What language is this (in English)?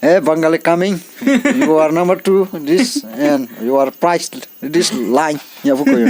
Riang (India)